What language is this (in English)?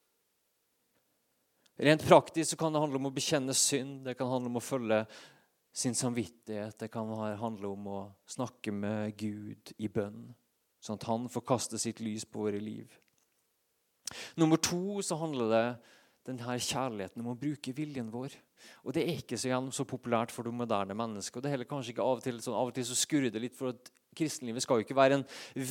Norwegian